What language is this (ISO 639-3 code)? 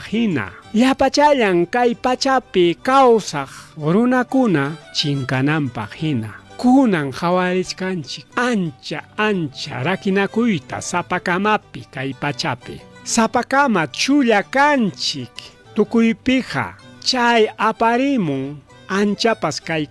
quy